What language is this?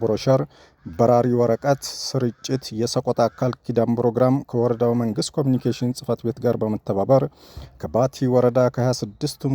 Amharic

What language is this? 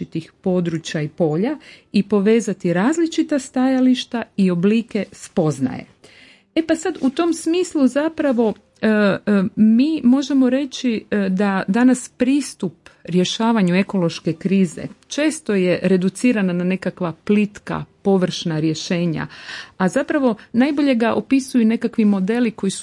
Croatian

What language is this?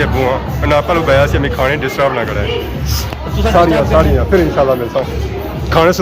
Pahari-Potwari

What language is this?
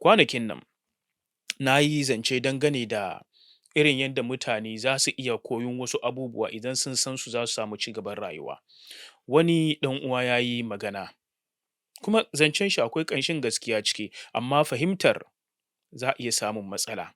Hausa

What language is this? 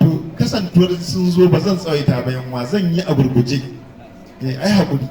Hausa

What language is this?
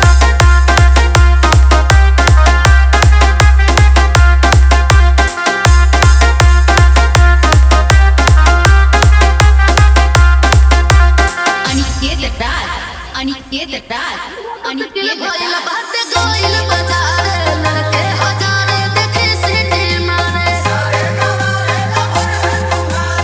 Bhojpuri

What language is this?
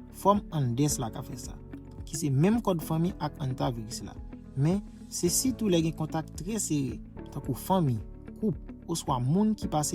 Haitian Creole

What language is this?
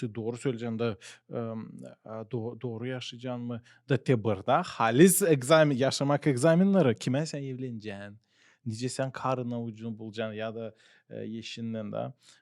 Gagauz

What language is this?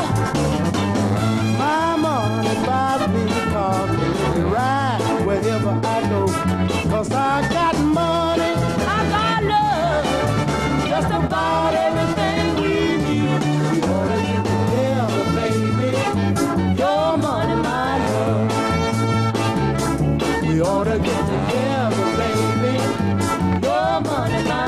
English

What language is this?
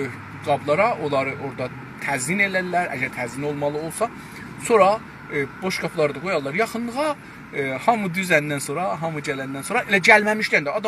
South Azerbaijani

